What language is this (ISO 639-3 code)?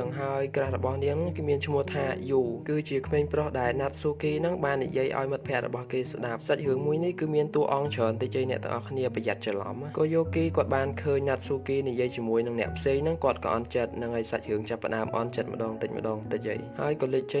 khm